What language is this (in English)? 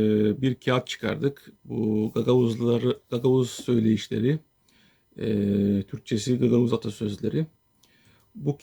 Gagauz